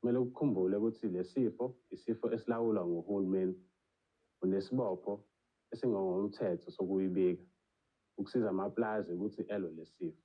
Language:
Zulu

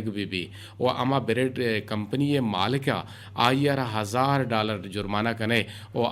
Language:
Eastern Balochi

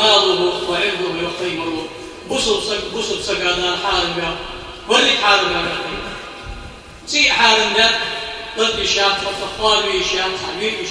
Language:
Ingush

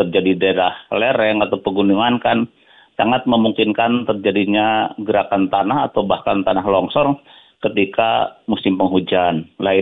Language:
Indonesian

